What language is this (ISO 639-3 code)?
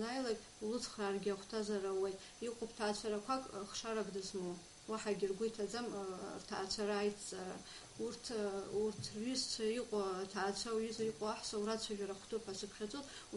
abk